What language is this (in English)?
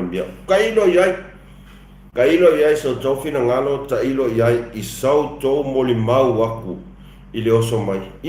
Samoan